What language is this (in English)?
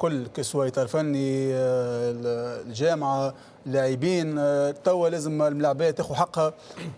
Tunisian Arabic